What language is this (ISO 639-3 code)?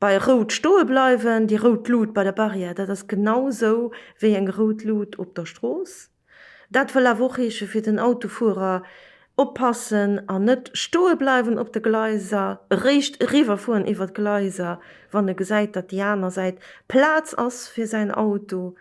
ltz